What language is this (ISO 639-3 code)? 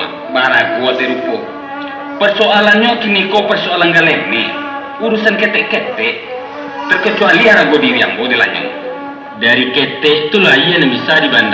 min